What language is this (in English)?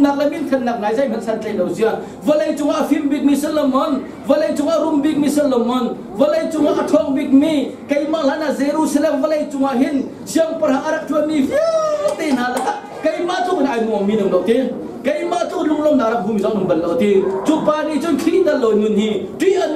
Hakha Chin